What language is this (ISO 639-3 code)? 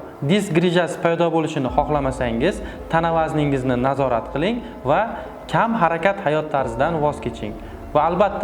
uzb